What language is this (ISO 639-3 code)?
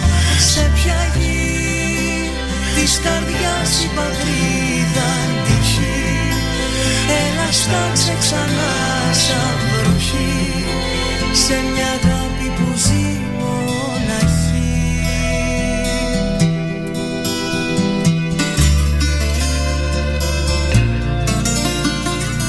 ell